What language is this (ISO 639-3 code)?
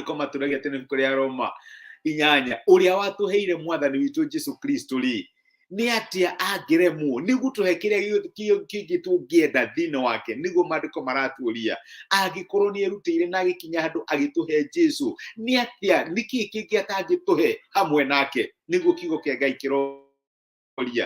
kik